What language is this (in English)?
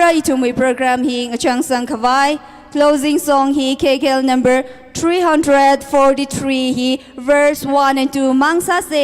Tangkhul Naga (India)